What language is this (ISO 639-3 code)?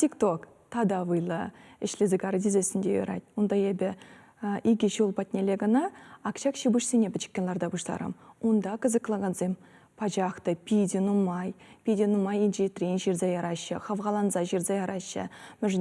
chv